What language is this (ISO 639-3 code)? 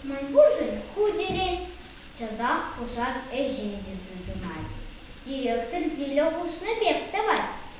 chv